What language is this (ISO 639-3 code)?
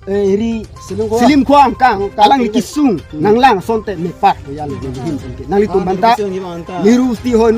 mjw